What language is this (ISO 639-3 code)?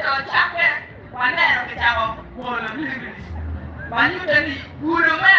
ach